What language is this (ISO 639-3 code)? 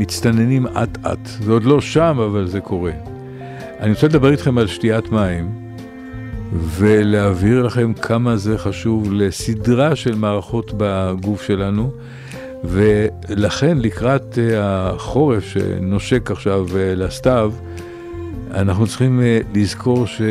heb